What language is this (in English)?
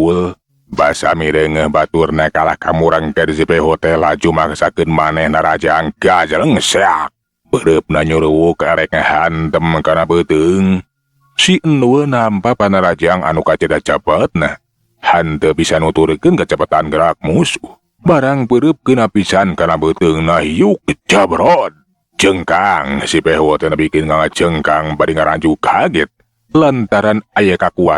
Sundanese